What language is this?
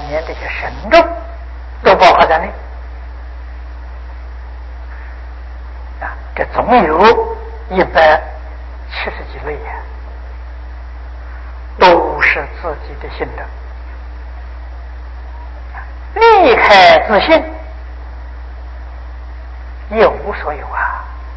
Chinese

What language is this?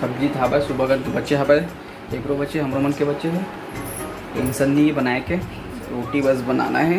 Chhattisgarhi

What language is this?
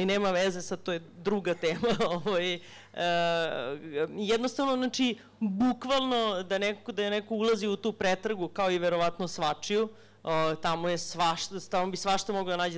Serbian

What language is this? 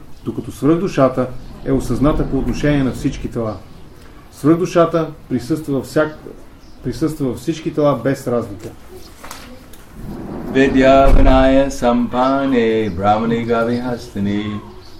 Bulgarian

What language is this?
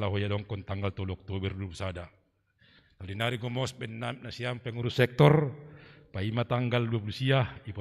Batak Simalungun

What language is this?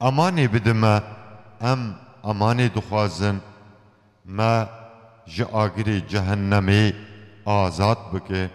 Kurdish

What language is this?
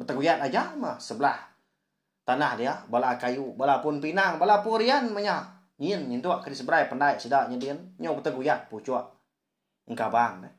Iban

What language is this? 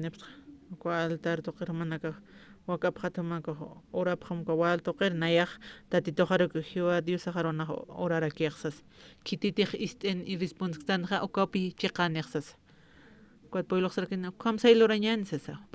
Aymara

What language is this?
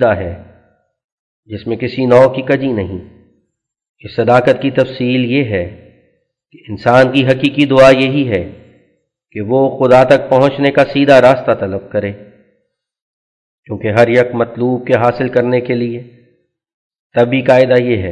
Urdu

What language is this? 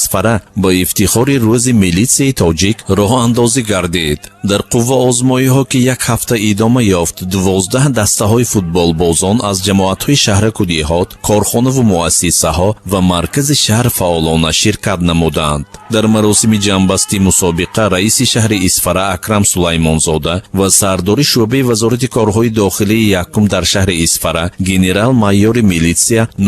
Tajik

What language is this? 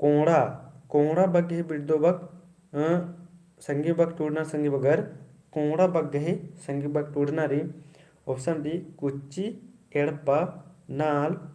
Kurukh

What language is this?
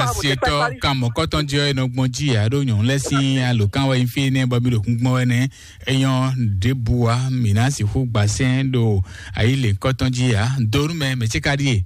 Fon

